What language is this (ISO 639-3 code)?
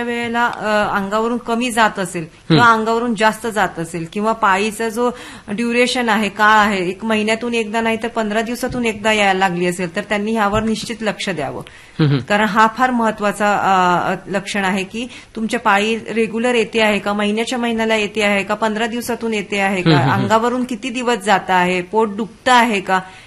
mar